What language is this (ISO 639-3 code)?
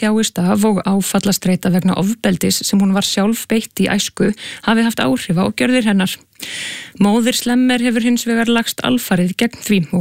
isl